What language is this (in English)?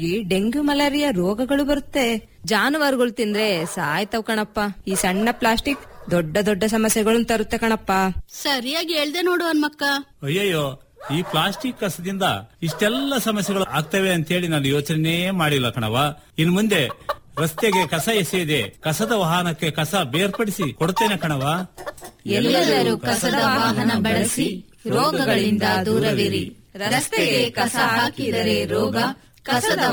Kannada